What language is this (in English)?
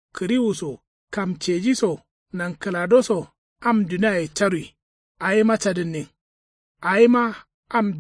Kanuri